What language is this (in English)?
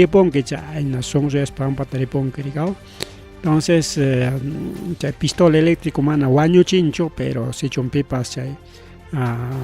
Ayacucho Quechua